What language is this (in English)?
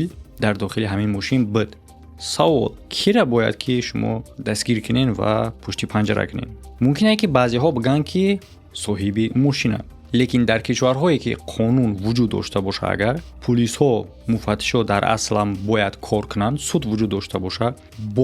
Tajik